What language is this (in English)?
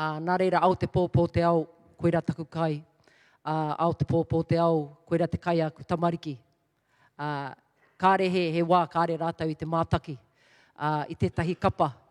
Māori